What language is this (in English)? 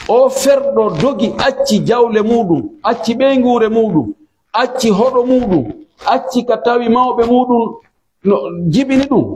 Pular